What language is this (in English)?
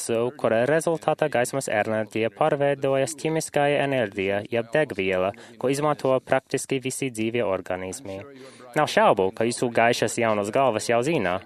Latvian